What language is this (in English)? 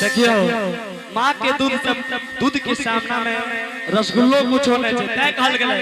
Angika